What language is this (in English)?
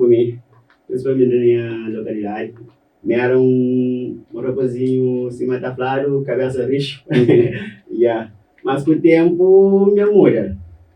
Kabuverdianu